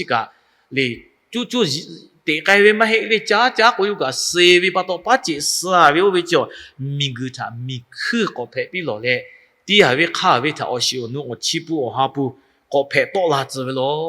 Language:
Lahu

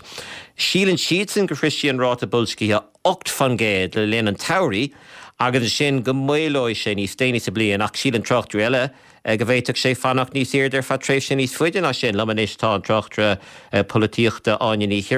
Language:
Irish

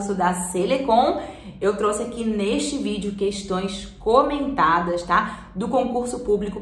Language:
Portuguese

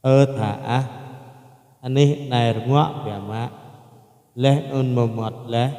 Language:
Jarai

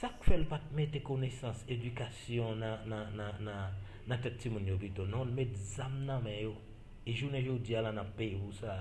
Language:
Haitian Creole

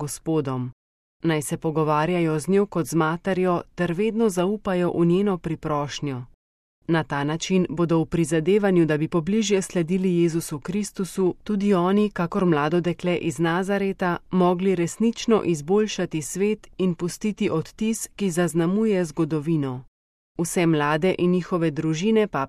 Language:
Slovenian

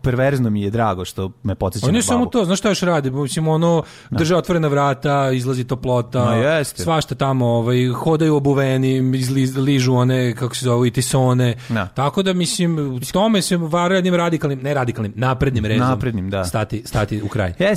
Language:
Bosnian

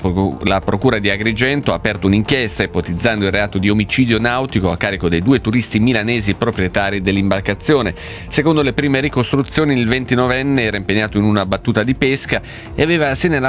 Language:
Italian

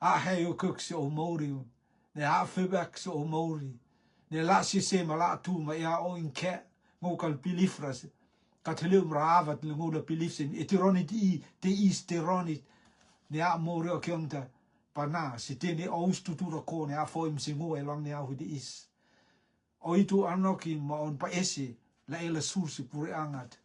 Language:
Rotuman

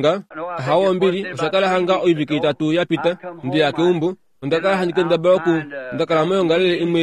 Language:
Kuanyama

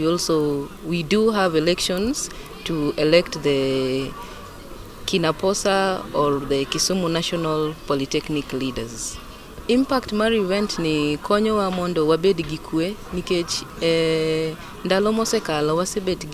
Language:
Luo (Kenya and Tanzania)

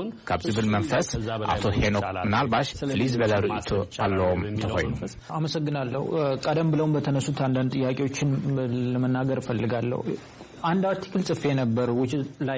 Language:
Tigrinya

